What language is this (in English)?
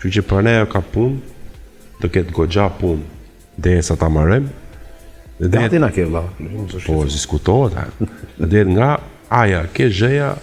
Albanian